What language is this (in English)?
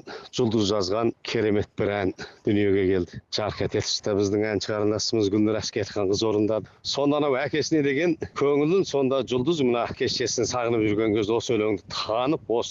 Kazakh